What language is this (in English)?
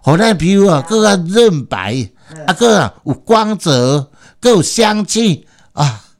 Min Nan Chinese